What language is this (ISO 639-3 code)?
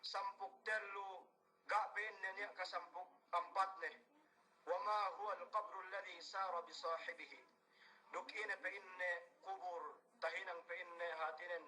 yka